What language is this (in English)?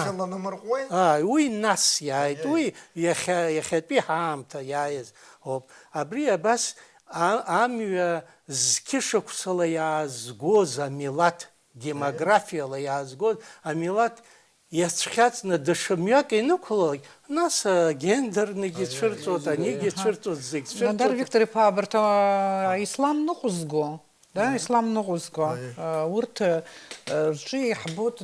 Abkhazian